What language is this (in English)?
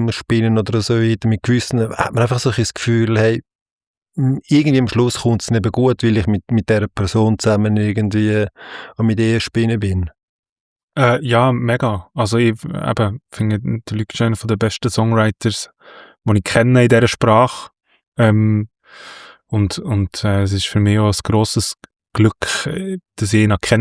Swiss German